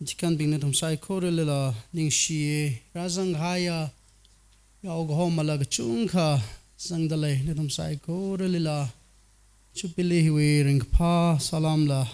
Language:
Tangkhul Naga (India)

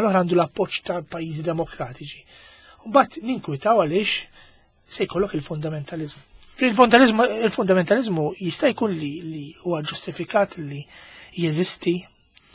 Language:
Maltese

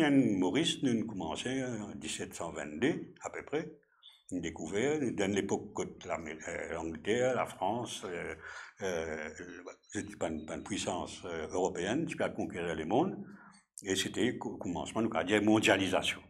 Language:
Morisyen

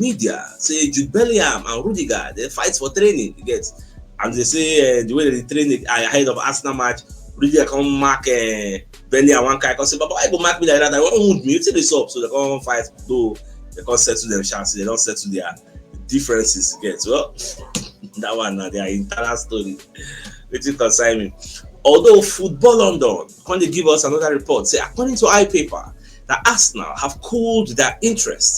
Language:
Nigerian Pidgin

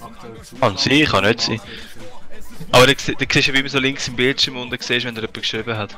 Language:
Swiss German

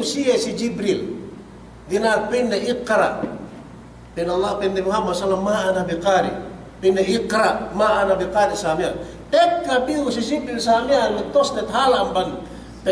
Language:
Yakan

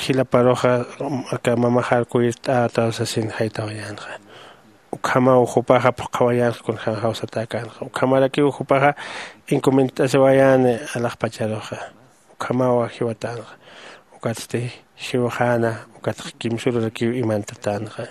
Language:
Aymara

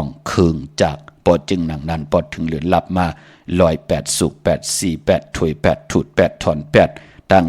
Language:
Shan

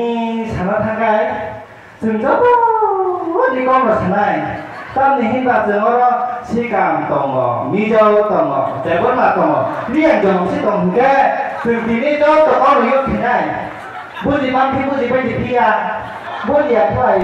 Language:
Kok Borok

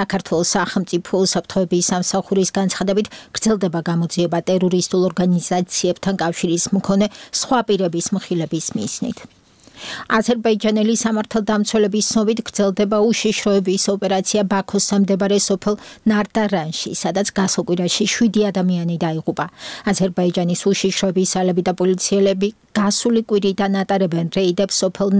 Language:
Georgian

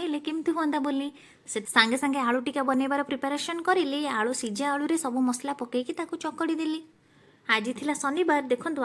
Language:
Odia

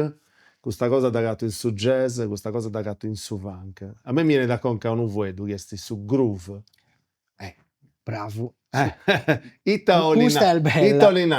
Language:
Sardinian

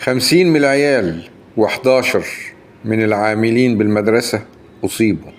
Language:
Egyptian Arabic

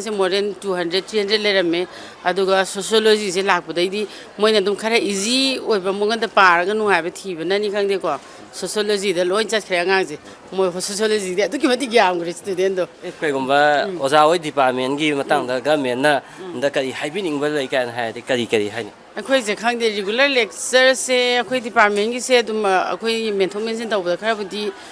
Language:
Manipuri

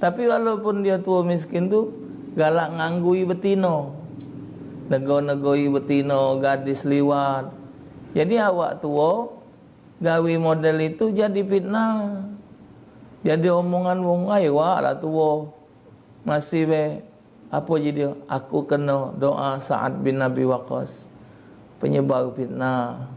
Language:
Musi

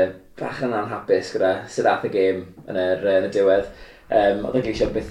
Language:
Welsh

